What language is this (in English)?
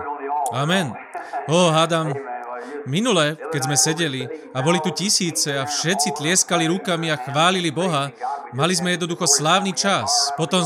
Slovak